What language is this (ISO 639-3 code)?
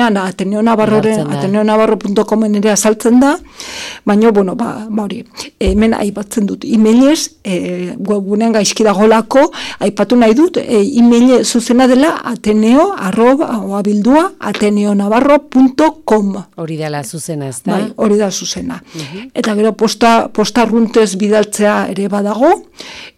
eus